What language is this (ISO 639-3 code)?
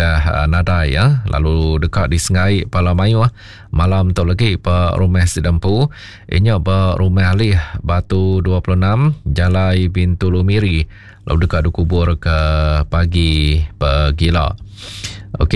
iba